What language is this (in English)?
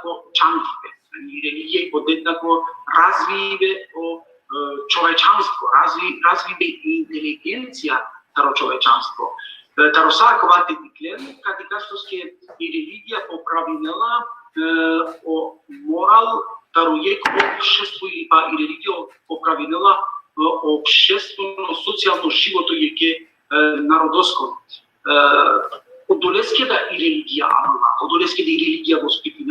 Balkan Romani